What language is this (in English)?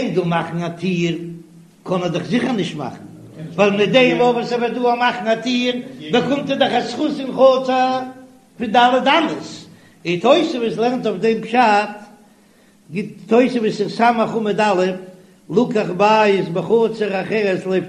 Yiddish